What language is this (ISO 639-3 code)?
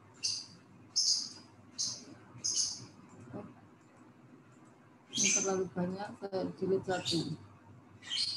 ind